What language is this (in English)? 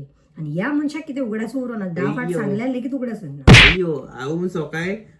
Konkani